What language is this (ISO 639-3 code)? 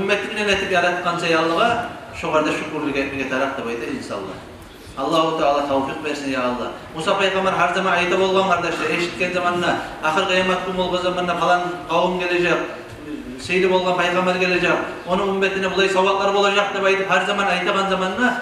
kum